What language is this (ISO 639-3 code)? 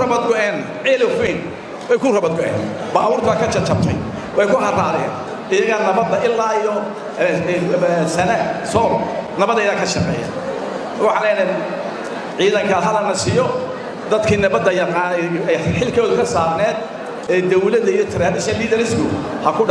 som